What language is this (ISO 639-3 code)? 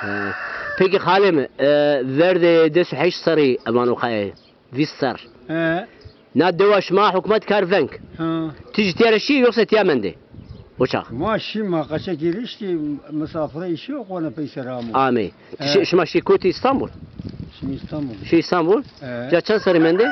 zza